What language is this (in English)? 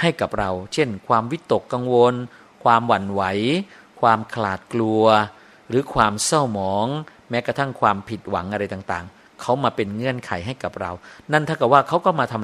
Thai